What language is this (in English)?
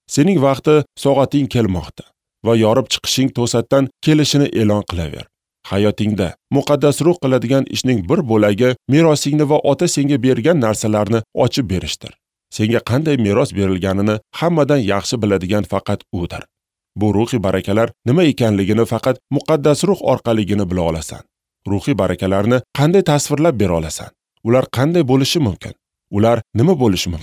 Uzbek